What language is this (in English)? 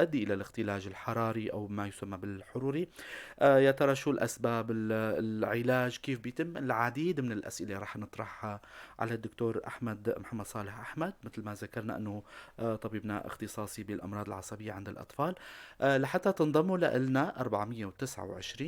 North Levantine Arabic